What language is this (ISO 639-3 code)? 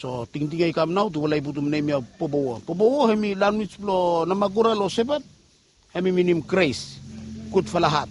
bis